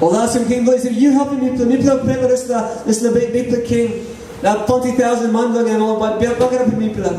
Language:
Tok Pisin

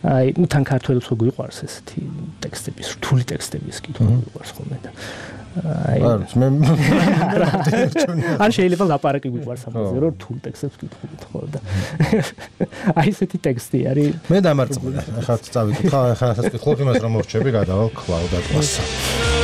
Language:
Georgian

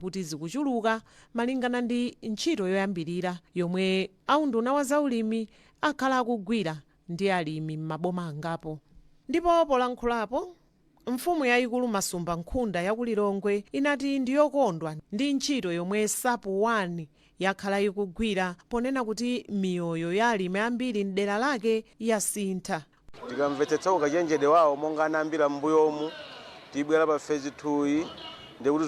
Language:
Nyanja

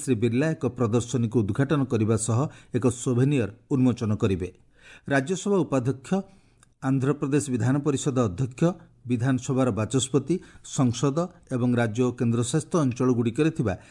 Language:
Odia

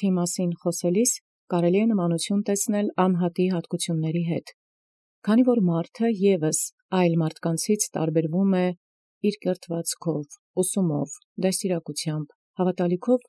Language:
Armenian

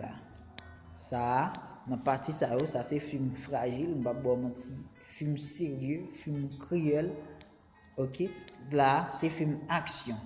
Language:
Haitian Creole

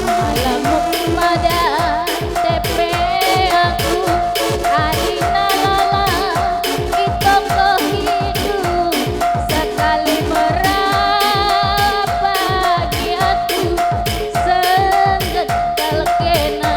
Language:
Batak Karo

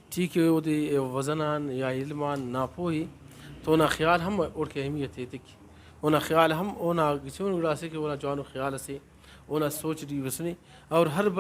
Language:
Brahui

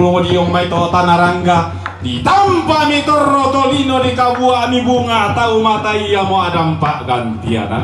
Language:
Toraja-Sa'dan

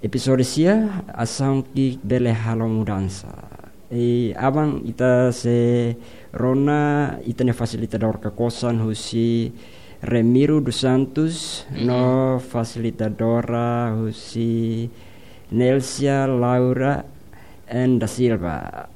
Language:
Tetum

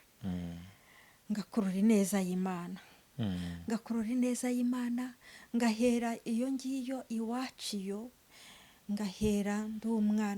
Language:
Kinyarwanda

